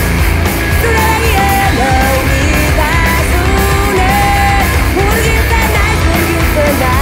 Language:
Basque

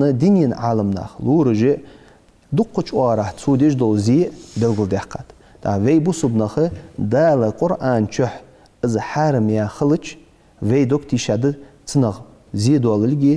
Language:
Ingush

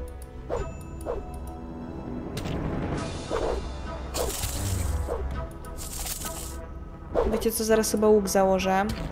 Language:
Polish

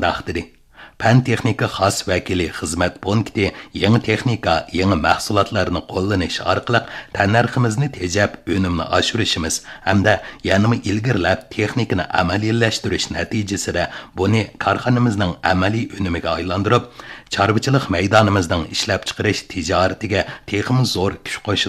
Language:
Uyghur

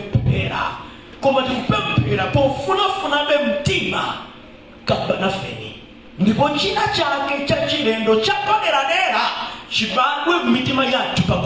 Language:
Nyanja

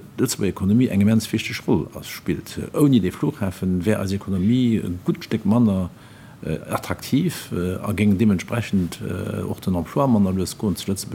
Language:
Luxembourgish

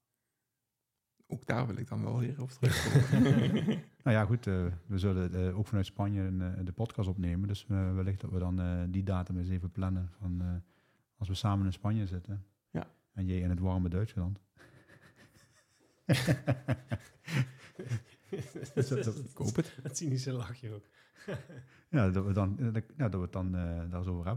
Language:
Dutch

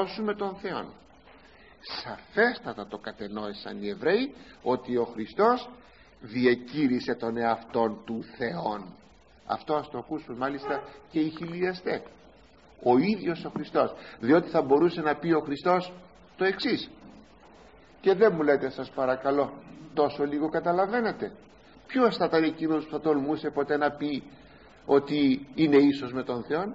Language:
Greek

